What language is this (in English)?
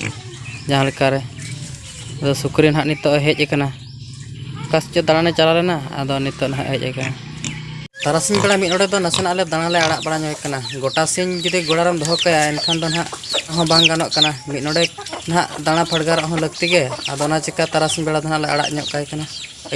Santali